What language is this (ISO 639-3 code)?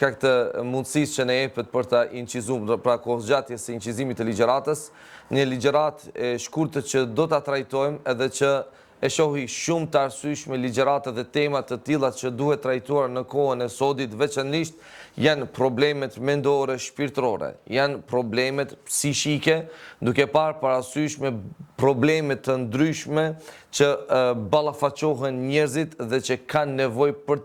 sqi